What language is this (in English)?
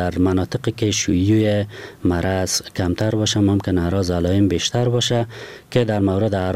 Persian